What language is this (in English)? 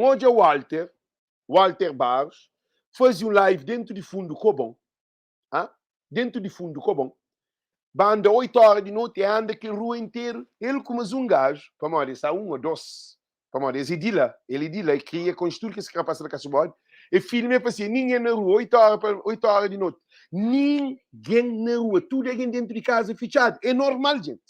Kabuverdianu